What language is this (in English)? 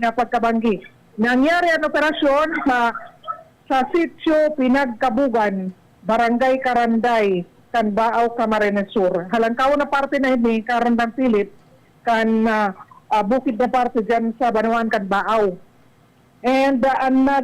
Bikol